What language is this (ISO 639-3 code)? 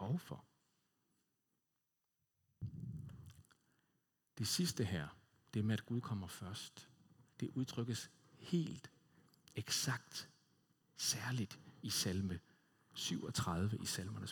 dan